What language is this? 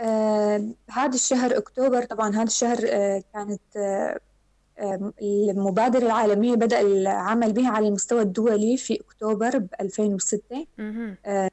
North Levantine Arabic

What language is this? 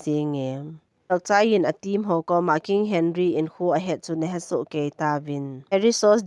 Thado Chin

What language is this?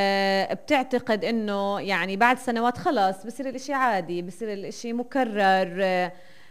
North Levantine Arabic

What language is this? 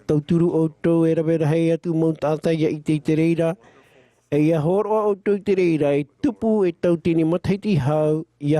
Tahitian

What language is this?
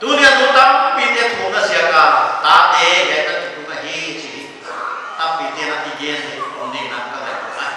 Paite Chin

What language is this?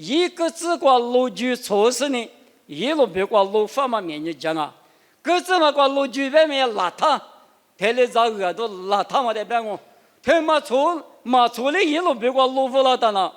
Lisu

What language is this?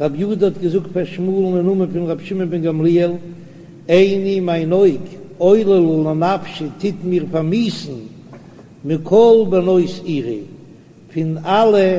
Yiddish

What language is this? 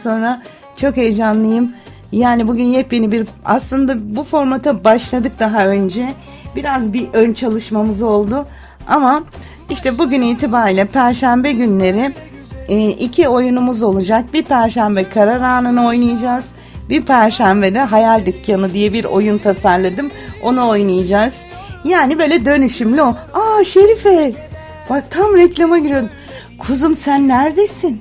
Turkish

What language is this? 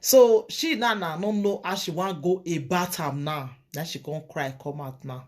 Nigerian Pidgin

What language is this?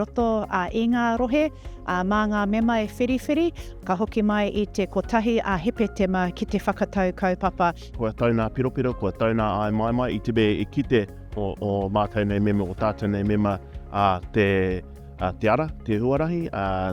Māori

